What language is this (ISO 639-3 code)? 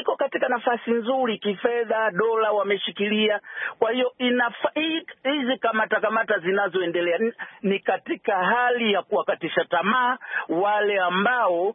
swa